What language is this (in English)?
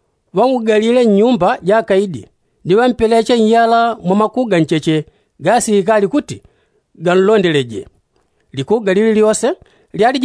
Yao